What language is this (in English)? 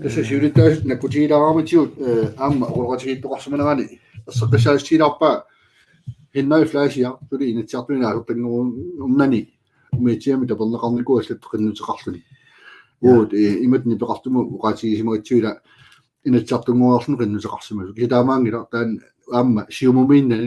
Kalaallisut